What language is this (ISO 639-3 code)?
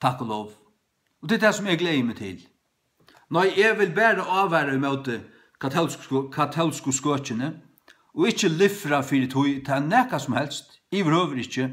fao